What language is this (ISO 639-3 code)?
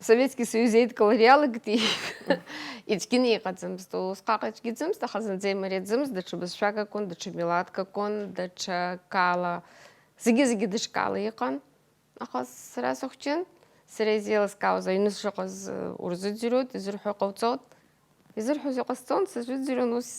abk